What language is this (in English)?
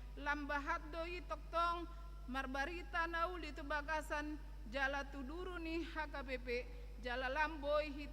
Batak Toba